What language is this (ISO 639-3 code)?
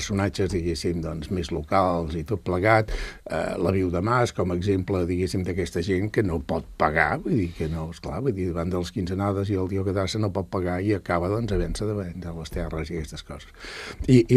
cat